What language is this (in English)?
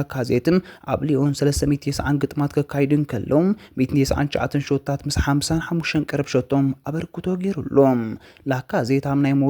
Tigrinya